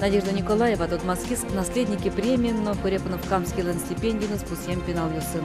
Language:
Udmurt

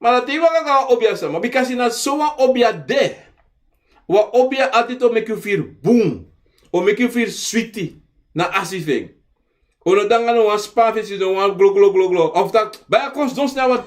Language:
Sranan Tongo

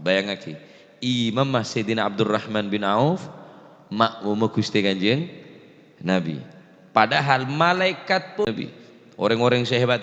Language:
Madurese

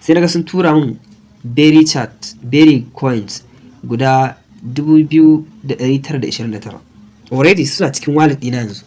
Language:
Hausa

